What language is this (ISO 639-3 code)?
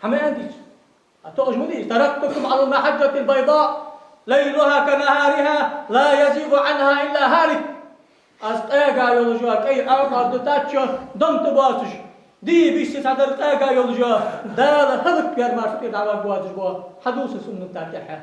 inh